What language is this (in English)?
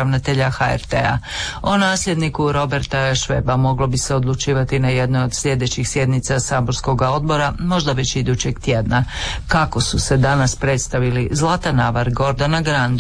Croatian